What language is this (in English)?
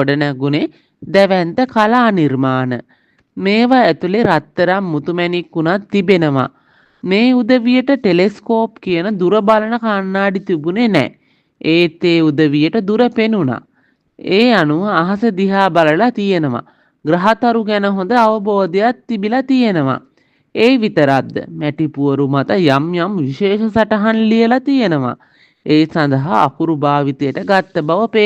Sinhala